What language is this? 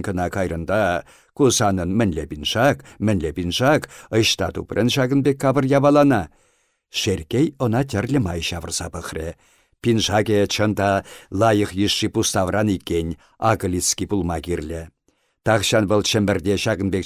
Chuvash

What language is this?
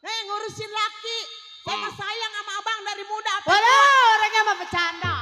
Betawi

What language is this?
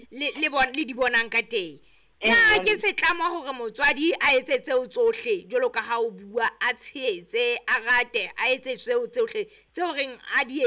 Southern Sotho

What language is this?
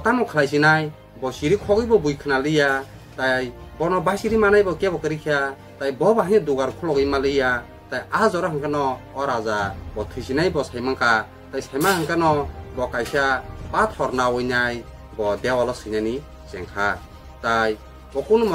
Kok Borok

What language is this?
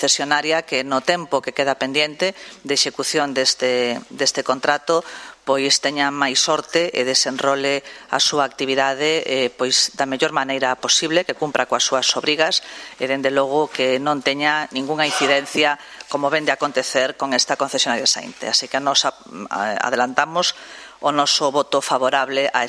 Galician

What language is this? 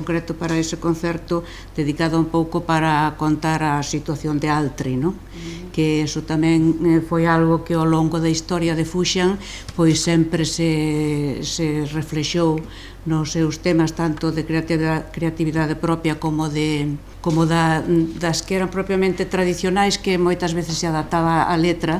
Galician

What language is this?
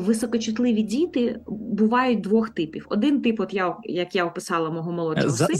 Ukrainian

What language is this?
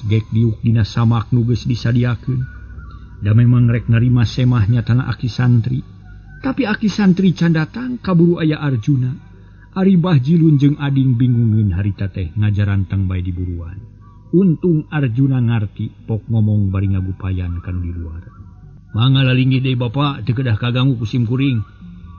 Sundanese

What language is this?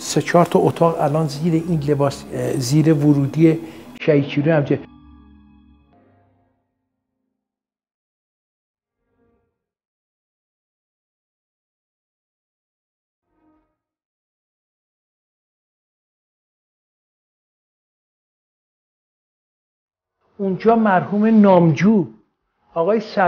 Persian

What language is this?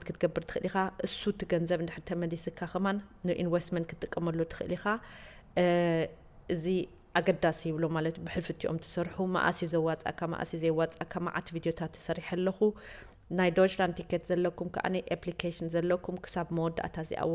Tigrinya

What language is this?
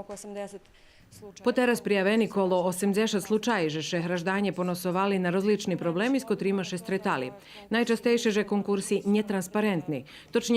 Rusyn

